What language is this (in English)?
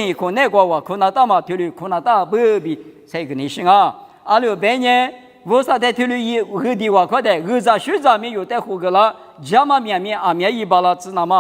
Lisu